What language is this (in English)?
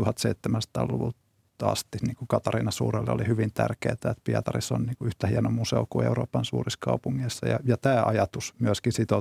Finnish